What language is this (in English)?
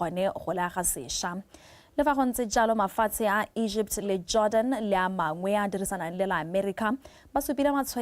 Tswana